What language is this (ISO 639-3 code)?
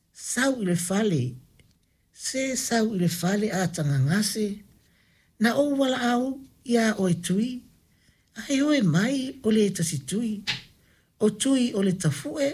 smo